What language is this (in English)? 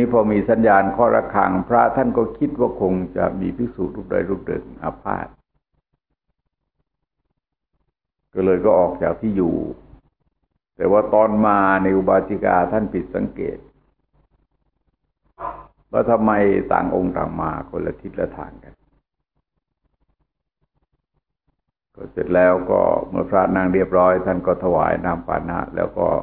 Thai